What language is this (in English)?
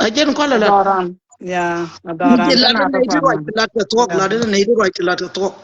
Nuer